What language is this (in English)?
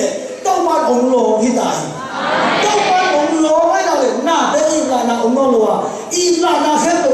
Tedim Chin